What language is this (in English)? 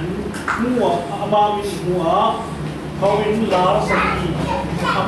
Falam Chin